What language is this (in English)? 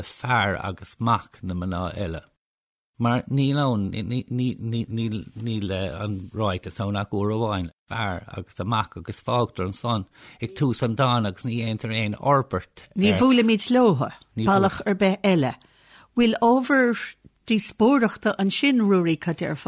Irish